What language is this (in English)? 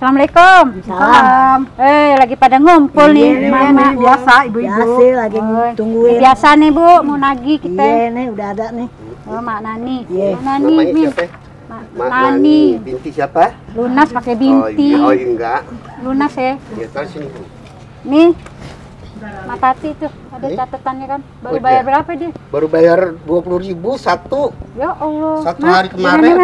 Betawi